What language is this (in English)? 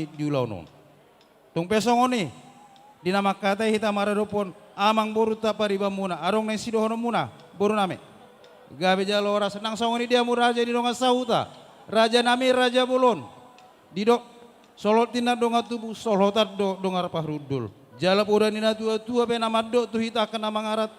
Batak Toba